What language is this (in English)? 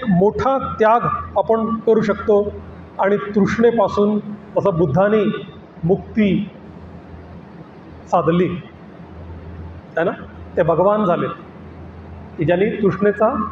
Marathi